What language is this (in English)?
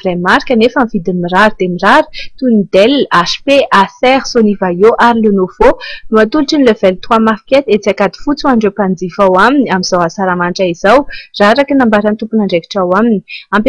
Malagasy